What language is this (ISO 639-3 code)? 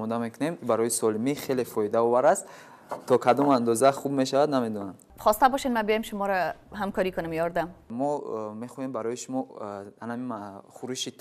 tgk